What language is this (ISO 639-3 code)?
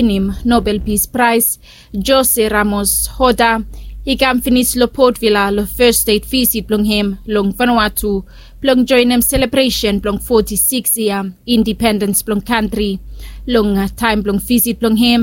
bis